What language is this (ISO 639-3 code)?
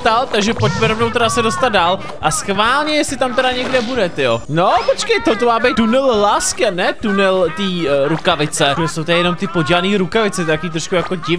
ces